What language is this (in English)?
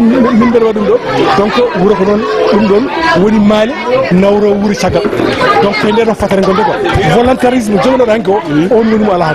Fula